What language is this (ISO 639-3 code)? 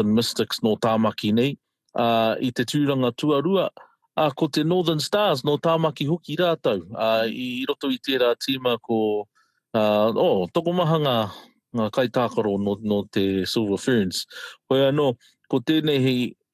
mri